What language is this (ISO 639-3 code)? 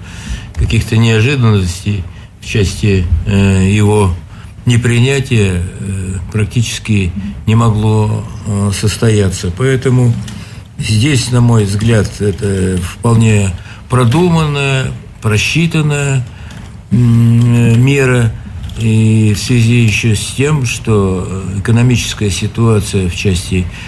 rus